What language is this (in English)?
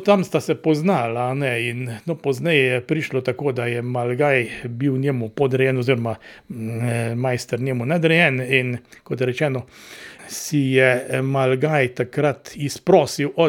Slovenian